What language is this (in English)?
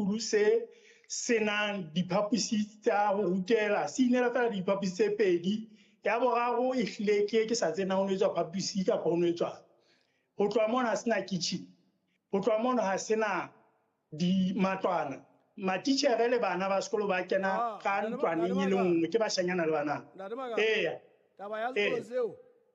Southern Sotho